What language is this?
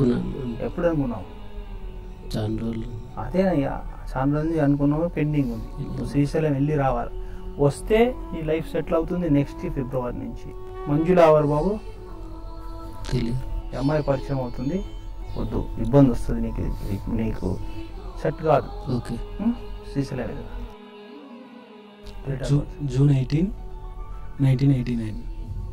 Telugu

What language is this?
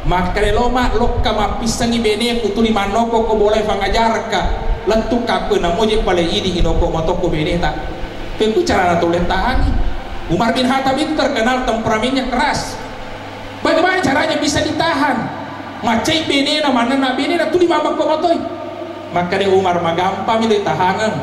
Buginese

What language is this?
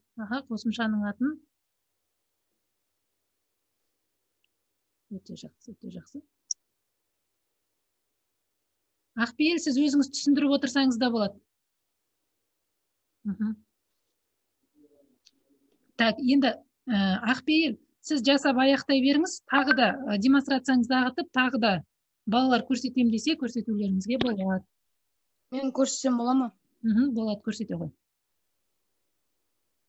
Kazakh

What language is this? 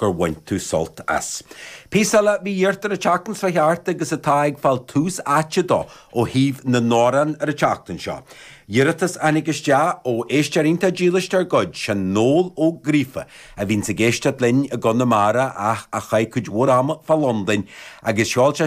Irish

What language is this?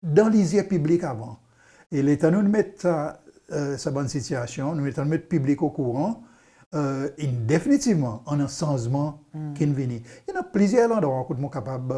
Seselwa Creole French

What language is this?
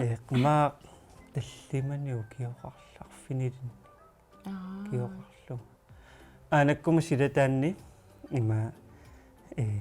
Kalaallisut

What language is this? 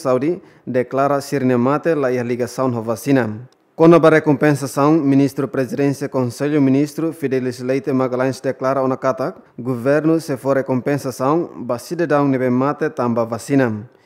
Tetum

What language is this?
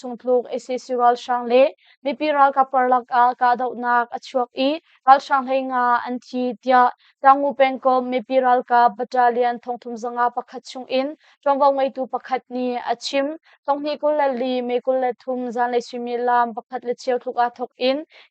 Hakha Chin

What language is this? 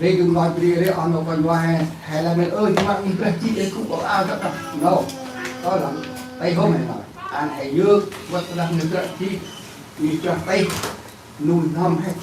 Central Mnong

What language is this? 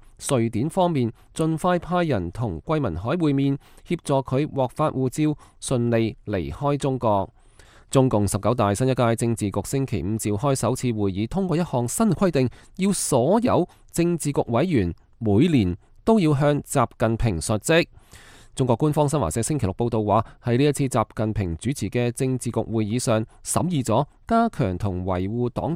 Cantonese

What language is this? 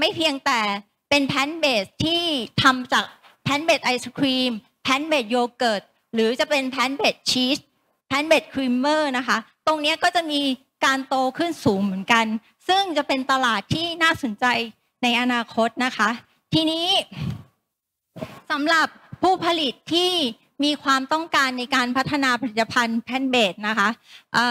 Thai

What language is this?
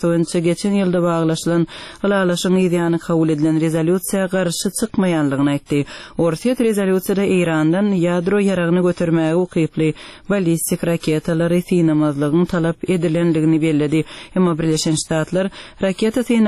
Turkmen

